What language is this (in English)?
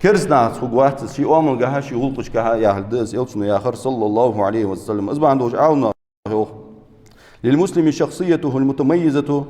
Ingush